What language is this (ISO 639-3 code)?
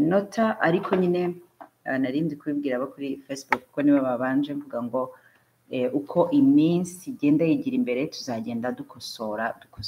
kin